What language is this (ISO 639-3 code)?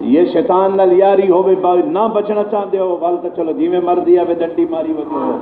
skr